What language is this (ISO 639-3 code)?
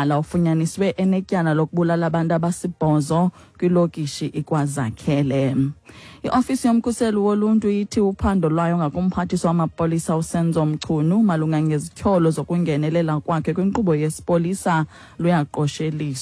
xho